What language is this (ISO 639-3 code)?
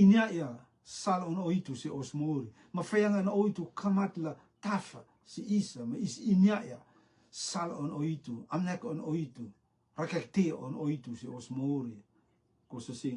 rtm